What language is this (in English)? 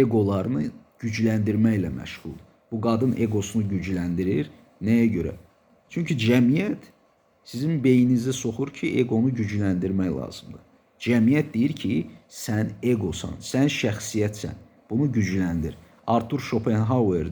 Azerbaijani